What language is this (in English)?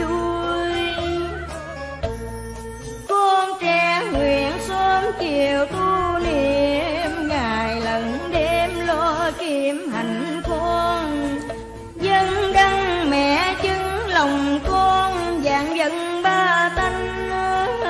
Vietnamese